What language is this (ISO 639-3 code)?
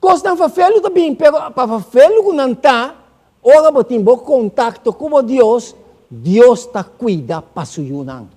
pap